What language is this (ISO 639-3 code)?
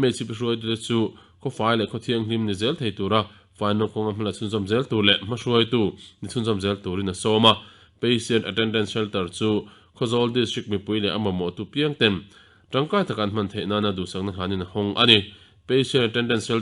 lus